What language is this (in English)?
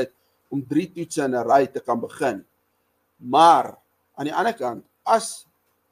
Afrikaans